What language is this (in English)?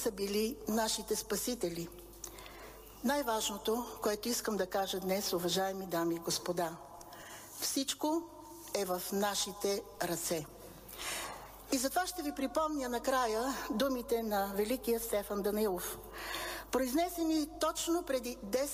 Bulgarian